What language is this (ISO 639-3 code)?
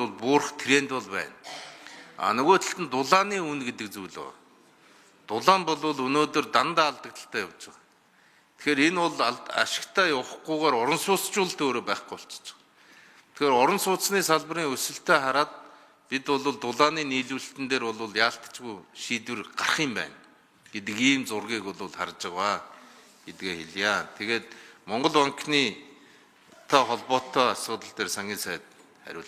mon